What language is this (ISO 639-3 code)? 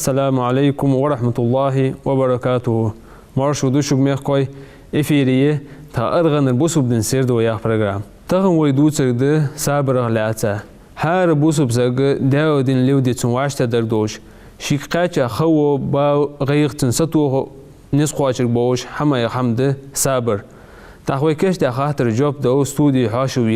inh